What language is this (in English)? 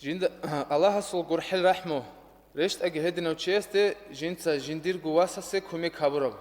Avaric